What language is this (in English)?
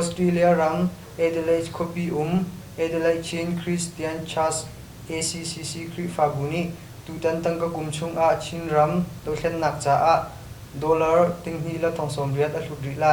Hakha Chin